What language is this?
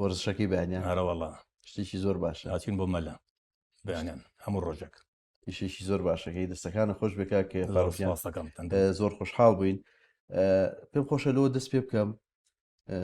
Central Kurdish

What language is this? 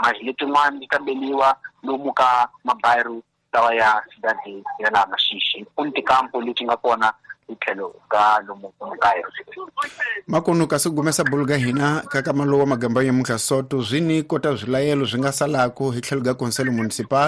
Tsonga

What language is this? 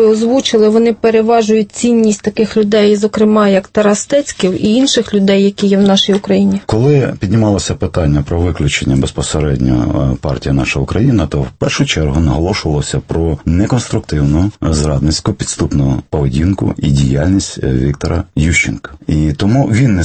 Ukrainian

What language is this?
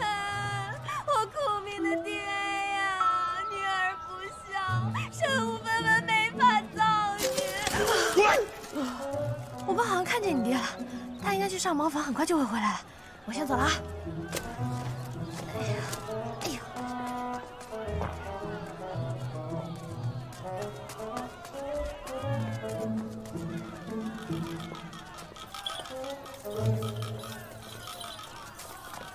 Chinese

